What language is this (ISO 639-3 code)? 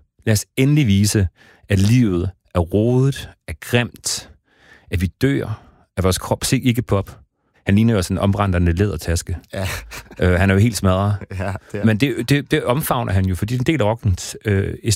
dan